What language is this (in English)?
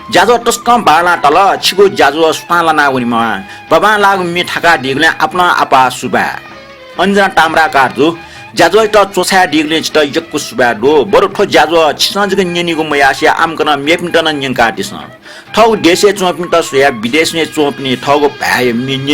Newari